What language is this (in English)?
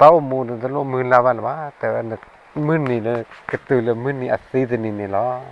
S'gaw Karen